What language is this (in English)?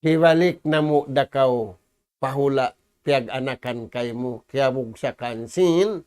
Tausug